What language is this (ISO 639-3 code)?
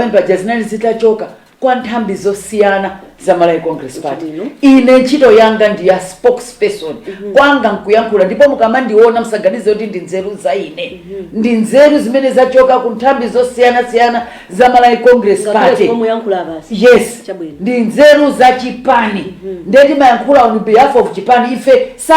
nya